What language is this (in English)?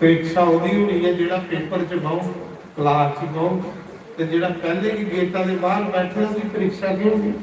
Dogri